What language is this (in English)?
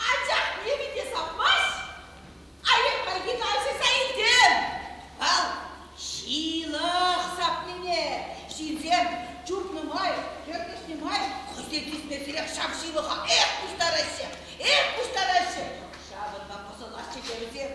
Chuvash